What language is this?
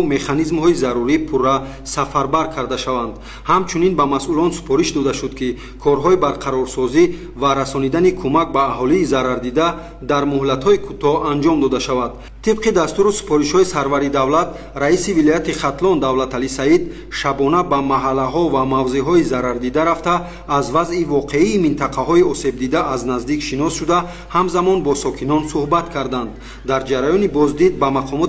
Tajik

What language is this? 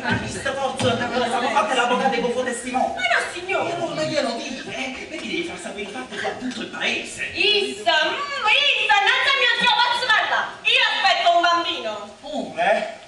Neapolitan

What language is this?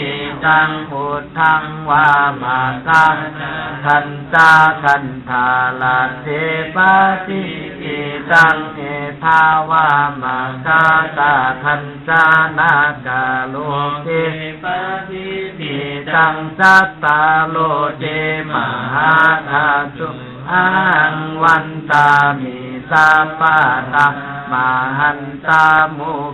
Pali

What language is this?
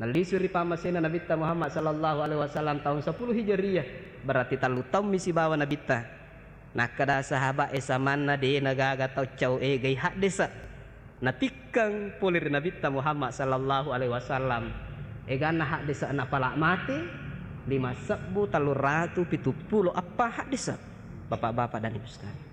Buginese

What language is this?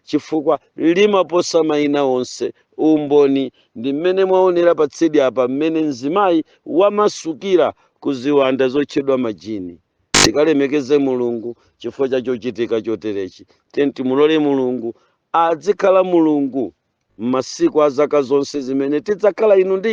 Nyanja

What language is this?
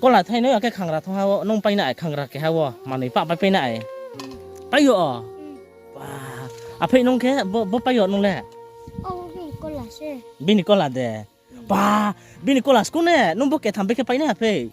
Riang (India)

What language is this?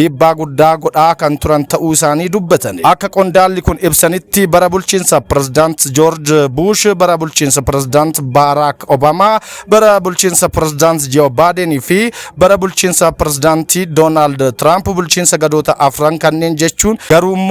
Oromo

